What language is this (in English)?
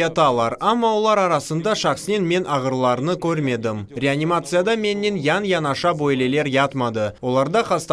Crimean Tatar